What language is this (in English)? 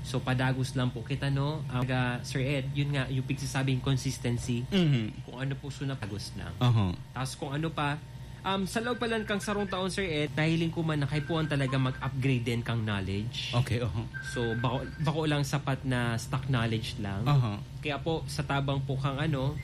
Bikol